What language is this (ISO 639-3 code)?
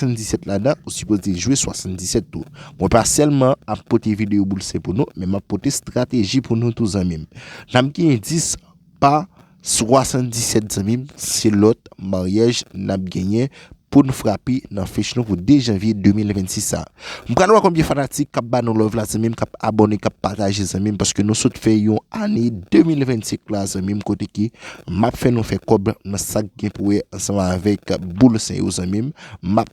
hat